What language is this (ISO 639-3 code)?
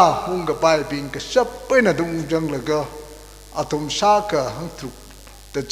nmf